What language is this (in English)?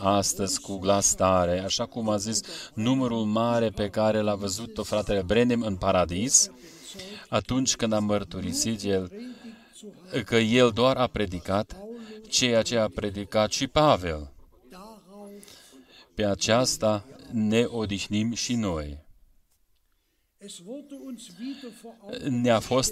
Romanian